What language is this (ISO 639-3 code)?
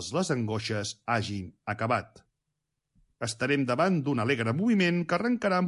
cat